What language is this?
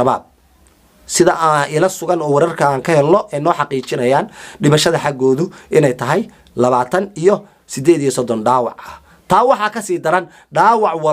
Somali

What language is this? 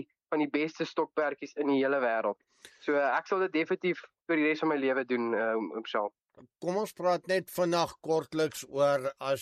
Afrikaans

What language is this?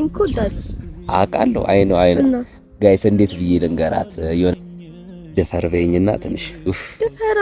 Amharic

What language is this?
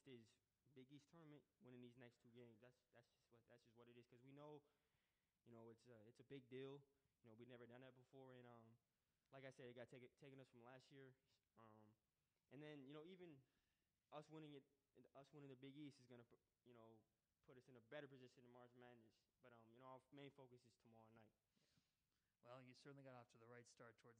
English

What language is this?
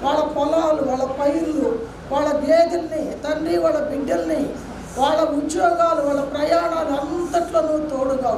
Telugu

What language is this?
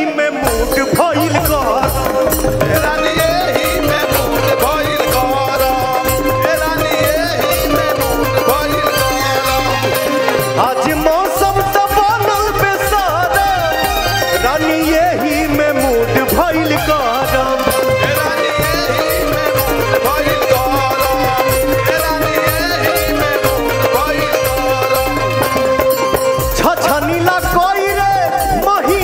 Bhojpuri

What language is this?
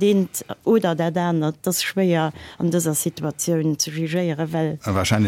Luxembourgish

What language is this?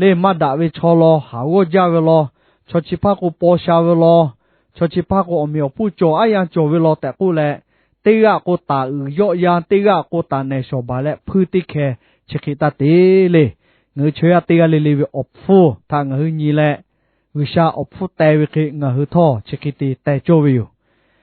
Lahu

